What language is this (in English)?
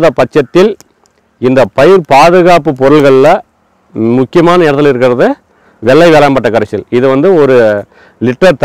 Tamil